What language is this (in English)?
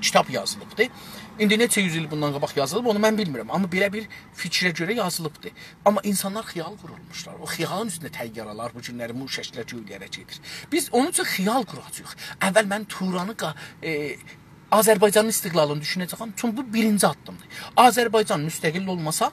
South Azerbaijani